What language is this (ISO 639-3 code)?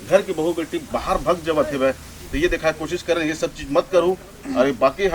hne